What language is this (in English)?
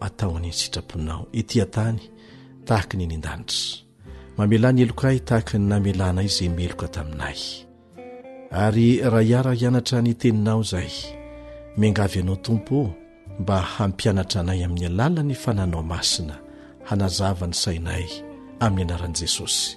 Malagasy